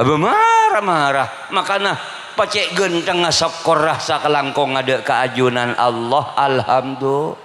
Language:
Madurese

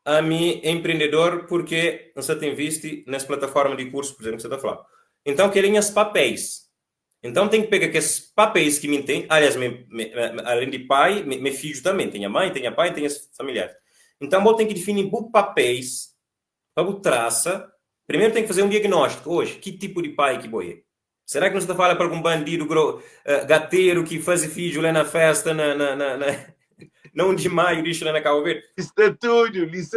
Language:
Kabuverdianu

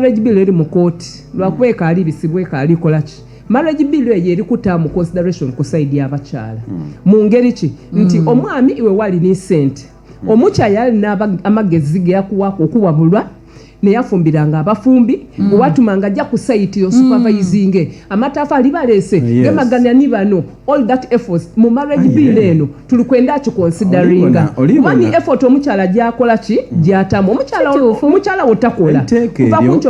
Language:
Soga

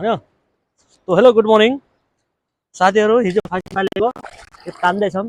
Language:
Nepali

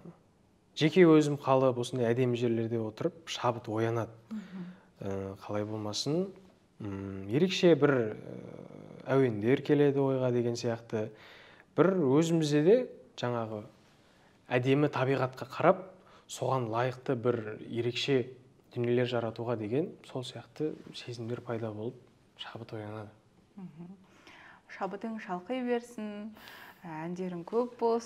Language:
Kazakh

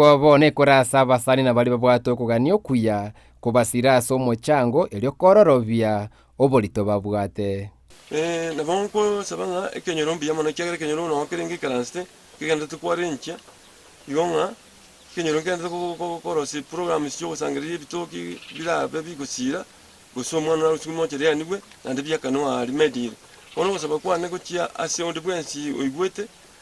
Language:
Gusii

